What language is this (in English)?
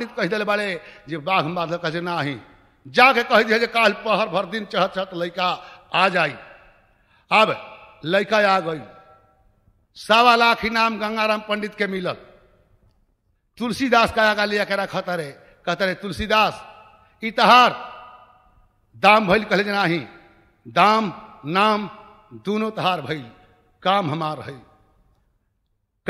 Bhojpuri